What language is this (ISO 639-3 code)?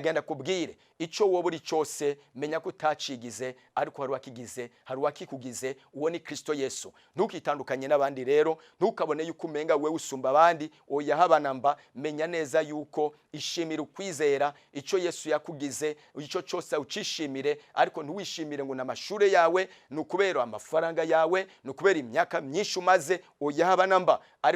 run